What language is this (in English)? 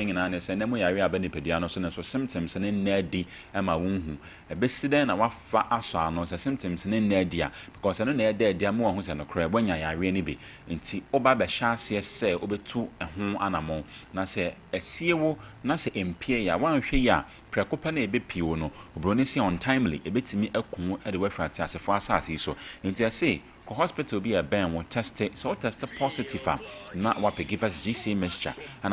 Akan